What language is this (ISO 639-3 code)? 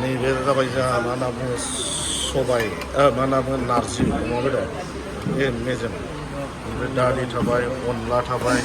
brx